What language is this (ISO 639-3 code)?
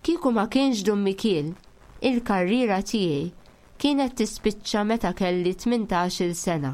mlt